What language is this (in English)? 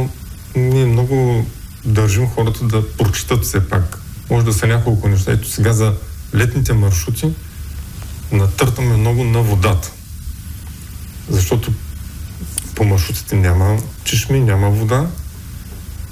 Bulgarian